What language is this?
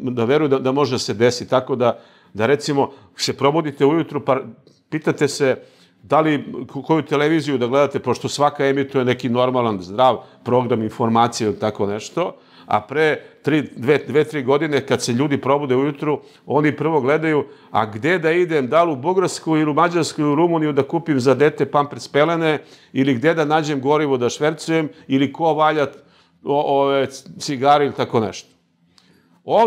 Serbian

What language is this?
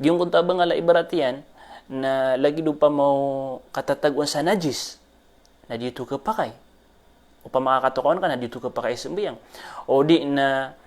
Maranao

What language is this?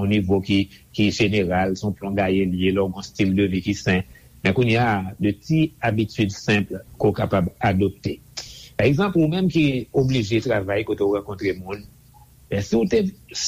Haitian Creole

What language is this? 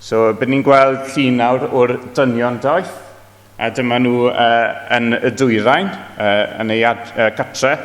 Welsh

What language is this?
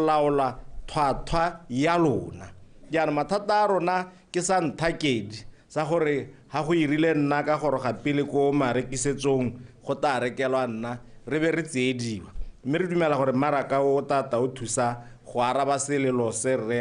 Tswana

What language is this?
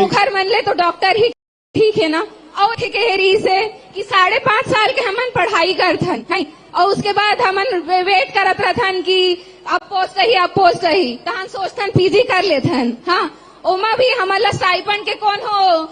Chhattisgarhi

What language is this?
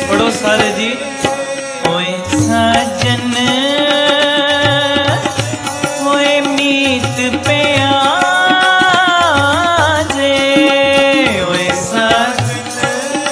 Punjabi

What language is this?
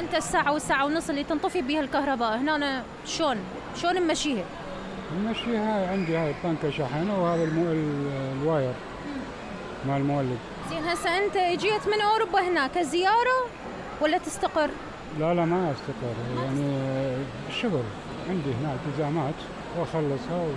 Mesopotamian Arabic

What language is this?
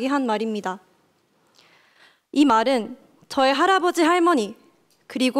Korean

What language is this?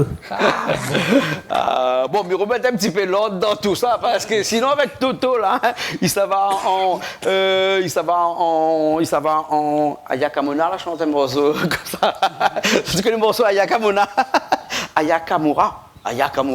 Réunion Creole French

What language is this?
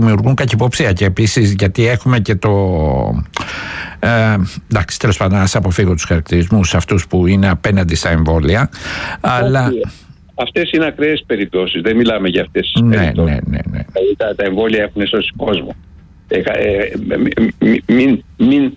Greek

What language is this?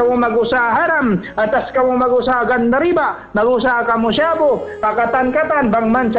Tausug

